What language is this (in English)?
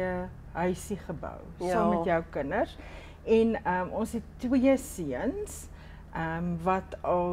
Afrikaans